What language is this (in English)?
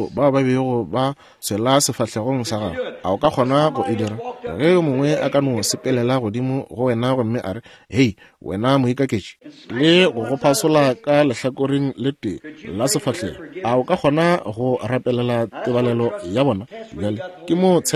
Northern Sotho